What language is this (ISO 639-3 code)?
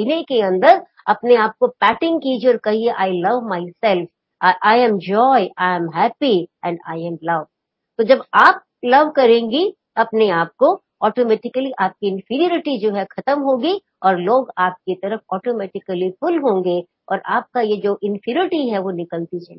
hin